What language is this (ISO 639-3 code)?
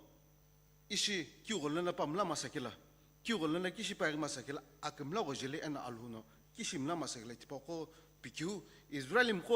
nsm